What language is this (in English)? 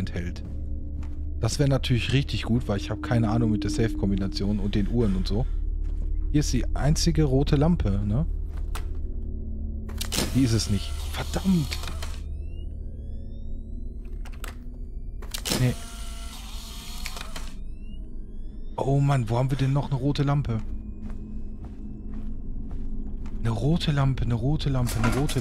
German